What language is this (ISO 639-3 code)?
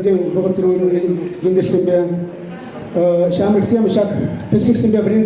chv